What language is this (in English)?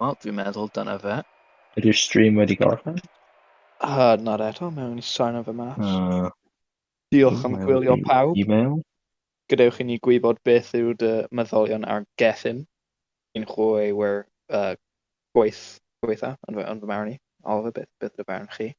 Welsh